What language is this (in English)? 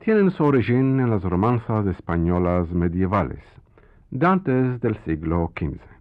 Ladino